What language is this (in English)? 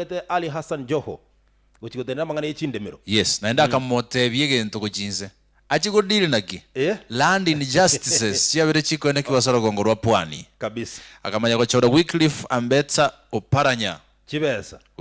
Gusii